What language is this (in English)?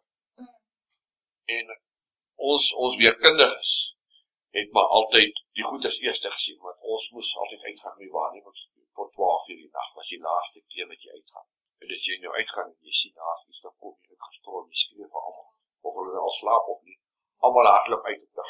Afrikaans